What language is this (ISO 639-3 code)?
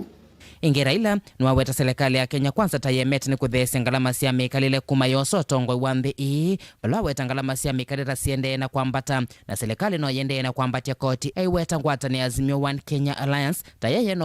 kam